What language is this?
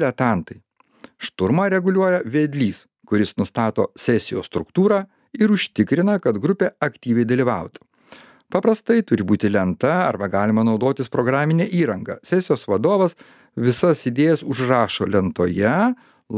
Lithuanian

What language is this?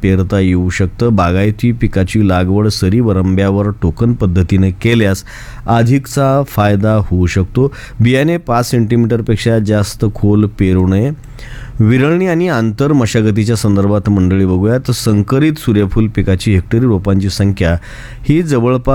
Marathi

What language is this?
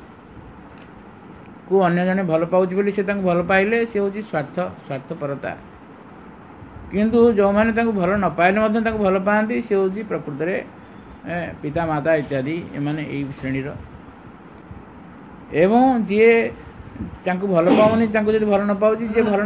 Odia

